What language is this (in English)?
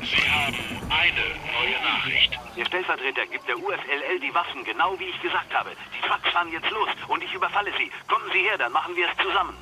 Bavarian